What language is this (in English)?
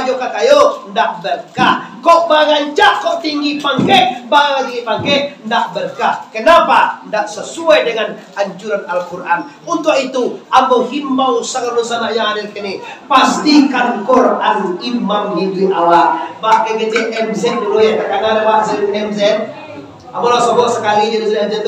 Minangkabau